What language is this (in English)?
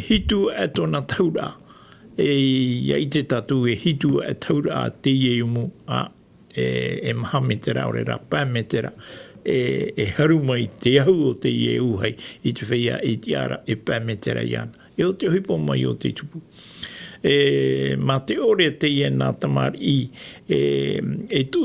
Tahitian